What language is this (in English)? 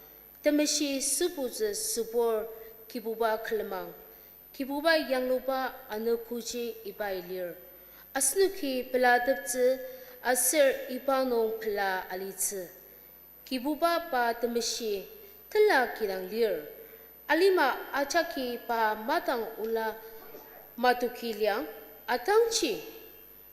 Ao Naga